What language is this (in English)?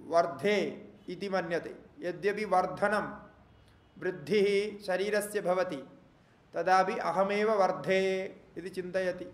Sanskrit